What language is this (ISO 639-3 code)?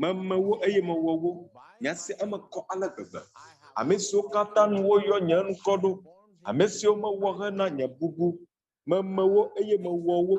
ewe